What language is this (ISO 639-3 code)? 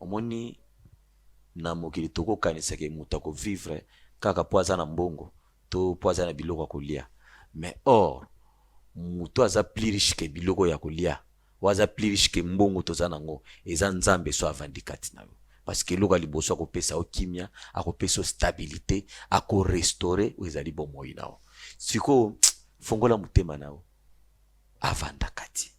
lin